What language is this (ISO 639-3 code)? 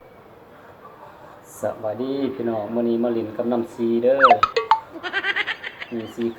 lao